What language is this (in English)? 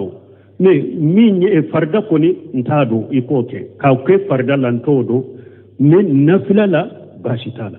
Bambara